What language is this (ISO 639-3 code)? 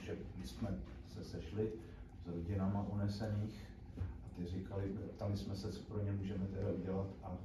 ces